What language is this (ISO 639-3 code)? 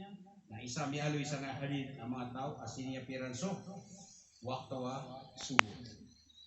mrw